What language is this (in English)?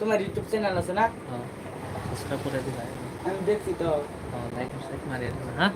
Bodo